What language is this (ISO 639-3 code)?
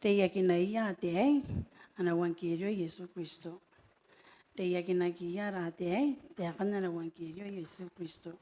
gil